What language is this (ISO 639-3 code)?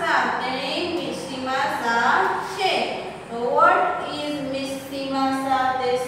guj